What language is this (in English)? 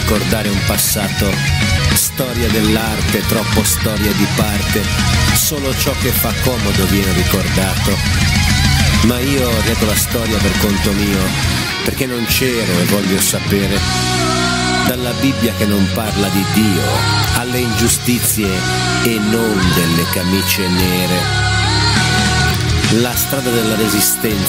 Italian